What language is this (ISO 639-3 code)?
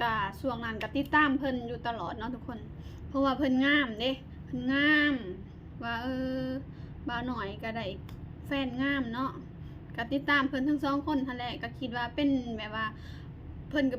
lao